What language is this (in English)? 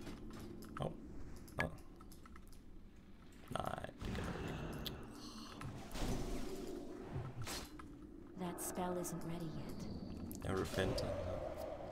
Danish